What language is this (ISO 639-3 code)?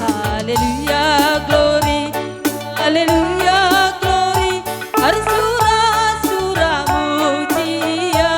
btx